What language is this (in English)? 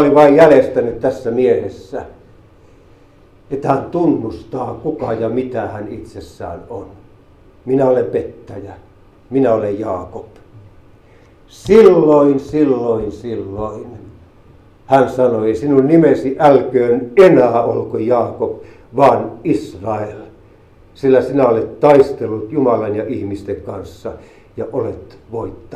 Finnish